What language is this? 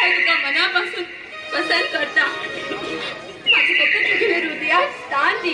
Konkani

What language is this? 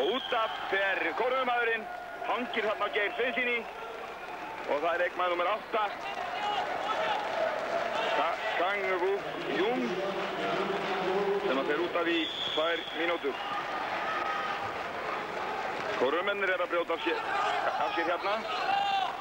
Icelandic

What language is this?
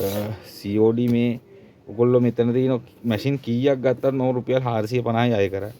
Sinhala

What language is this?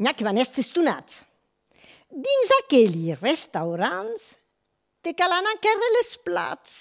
Occitan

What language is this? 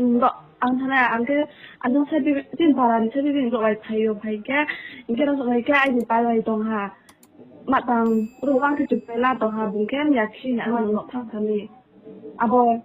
Riang (India)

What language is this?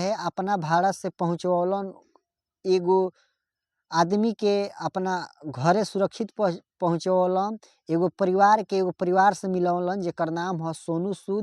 Bhojpuri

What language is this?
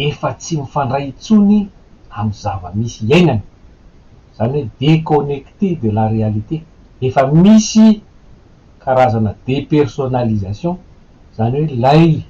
Malagasy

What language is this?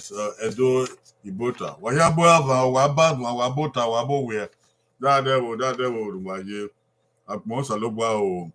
Bini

